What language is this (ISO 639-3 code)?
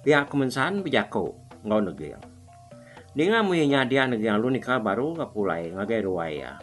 iba